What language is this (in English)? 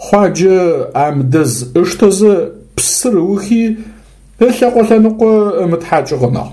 Adyghe